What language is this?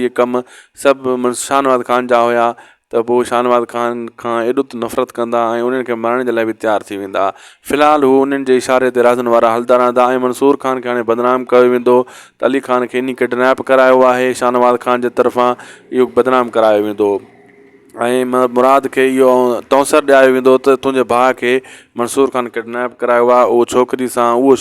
Sindhi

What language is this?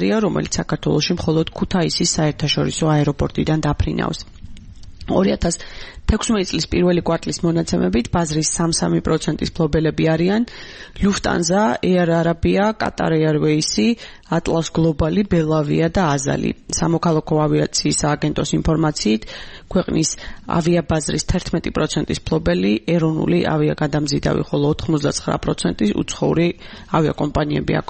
Georgian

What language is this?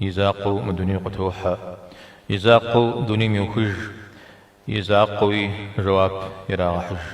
Kabardian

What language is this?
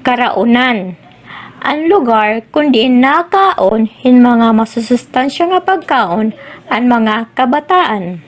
Waray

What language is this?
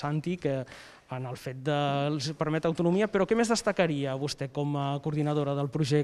Catalan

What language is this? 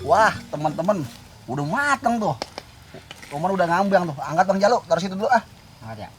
Betawi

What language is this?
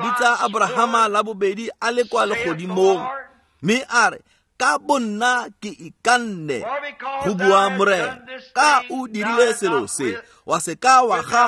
Tswana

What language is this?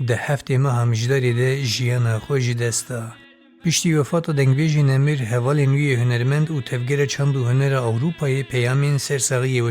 Kurdish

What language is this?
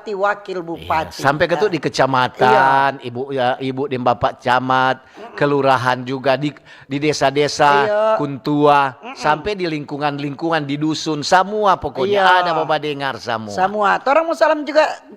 Manado Malay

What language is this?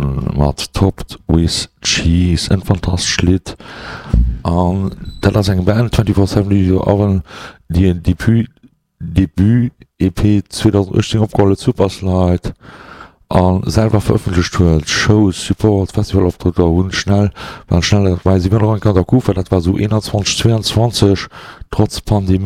Luxembourgish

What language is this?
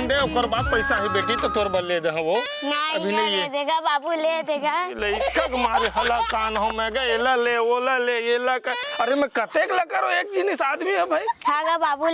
Chhattisgarhi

